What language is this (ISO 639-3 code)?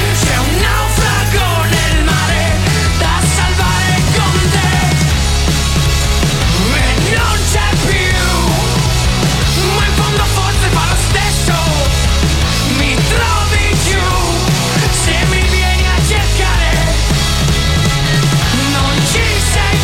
ita